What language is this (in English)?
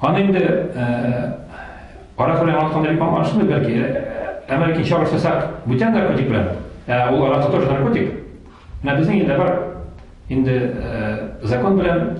Tatar